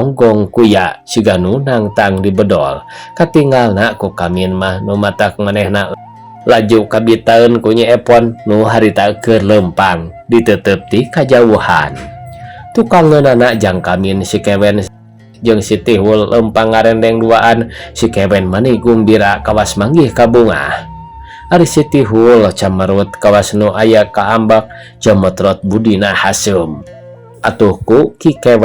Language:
Sundanese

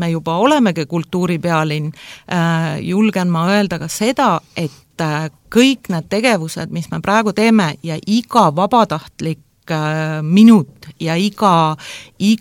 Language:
Estonian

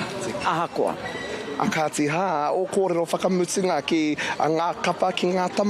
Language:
Māori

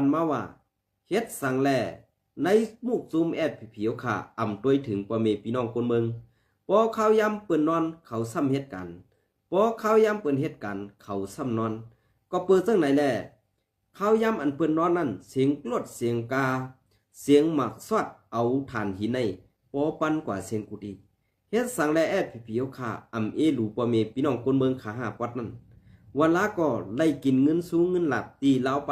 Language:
Shan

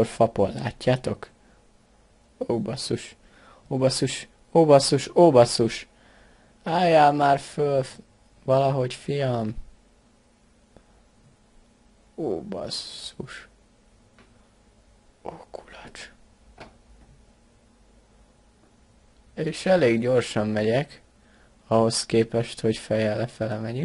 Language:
Hungarian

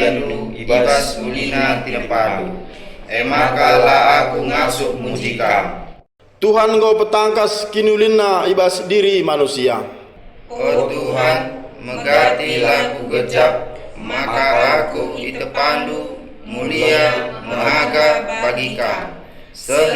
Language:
Batak Karo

